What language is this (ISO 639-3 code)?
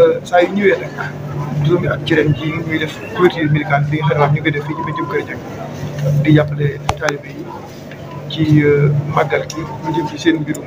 wol